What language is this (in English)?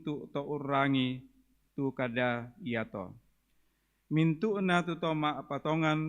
Toraja-Sa'dan